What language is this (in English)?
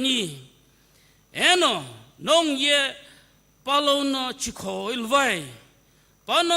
Sumi Naga